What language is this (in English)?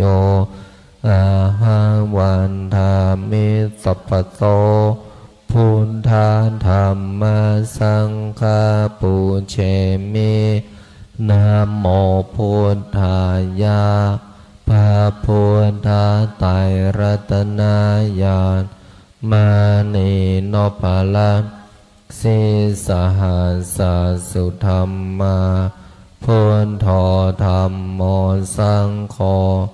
Pali